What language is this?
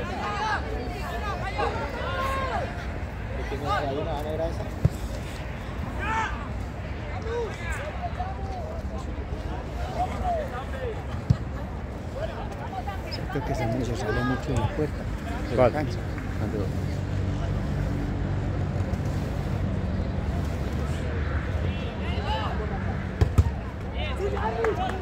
Spanish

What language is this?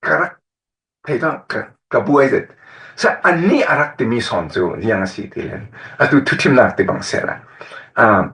Falam Chin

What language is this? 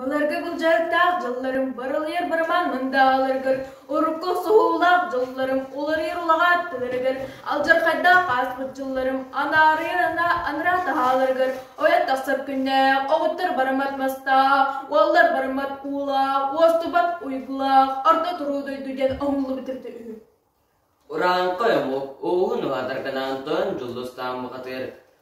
Yakut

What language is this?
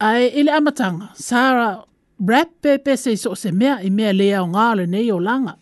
Samoan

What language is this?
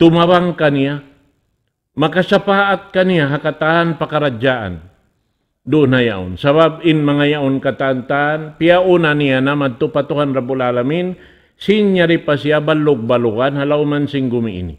Tausug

